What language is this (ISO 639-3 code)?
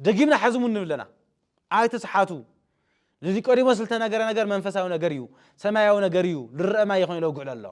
tir